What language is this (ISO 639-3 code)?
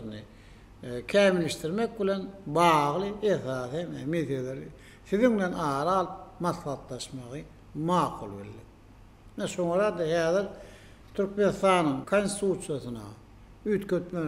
tuk